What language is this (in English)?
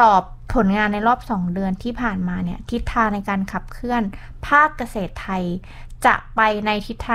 Thai